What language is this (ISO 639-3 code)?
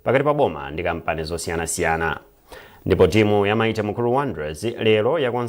nya